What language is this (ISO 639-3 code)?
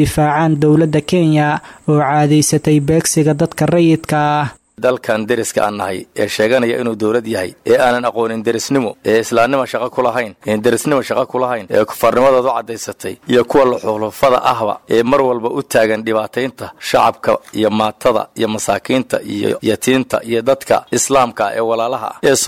som